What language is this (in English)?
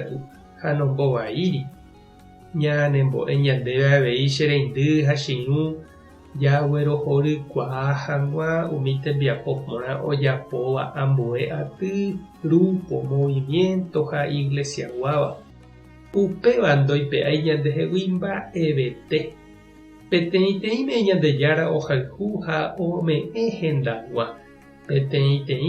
Guarani